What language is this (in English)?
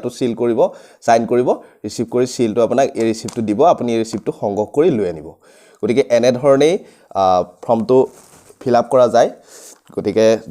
Assamese